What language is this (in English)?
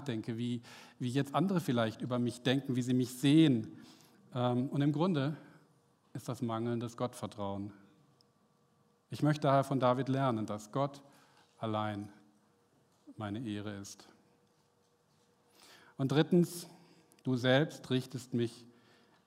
German